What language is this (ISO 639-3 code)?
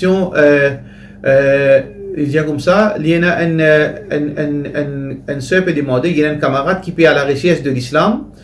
mfe